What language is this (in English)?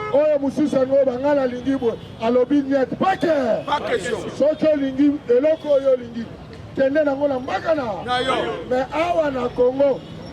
Lingala